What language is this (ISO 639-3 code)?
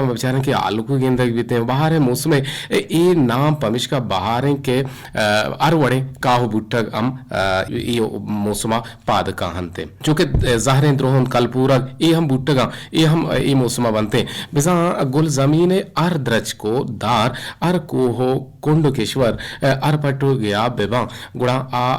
bgp